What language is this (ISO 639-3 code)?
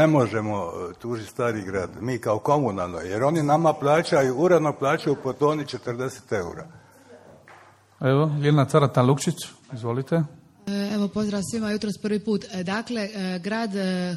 hrv